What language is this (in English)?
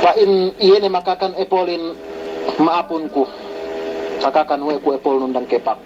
Yakan